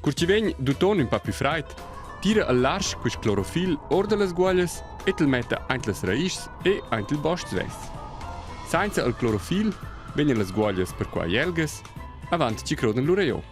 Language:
Romansh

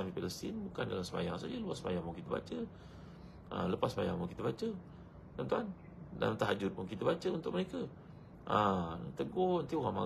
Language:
Malay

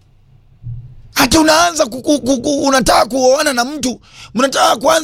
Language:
Swahili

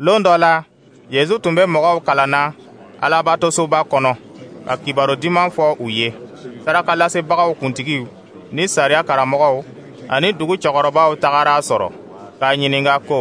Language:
Dyula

